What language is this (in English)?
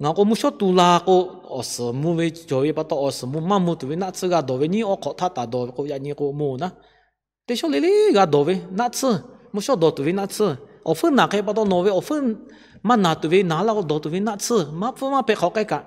Lahu